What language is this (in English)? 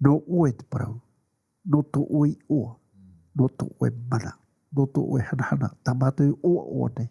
Tahitian